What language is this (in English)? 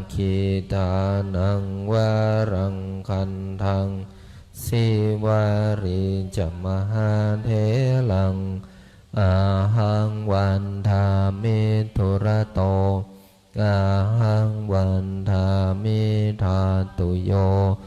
Pali